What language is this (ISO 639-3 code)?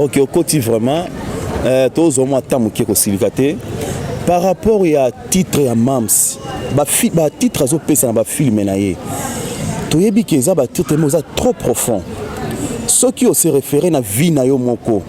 lin